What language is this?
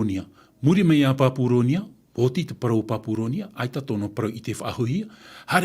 Tahitian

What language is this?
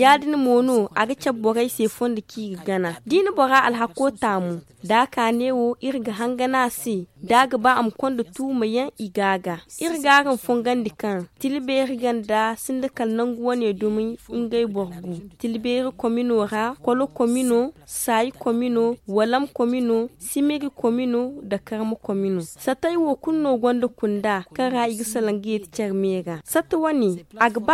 Zarma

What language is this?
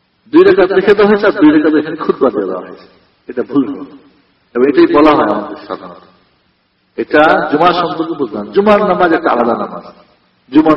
Bangla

